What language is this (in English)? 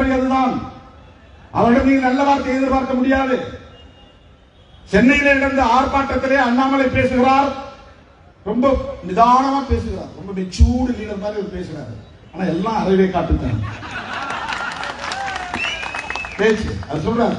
Tamil